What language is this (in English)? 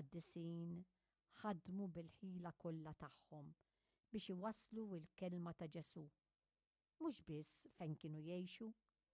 Maltese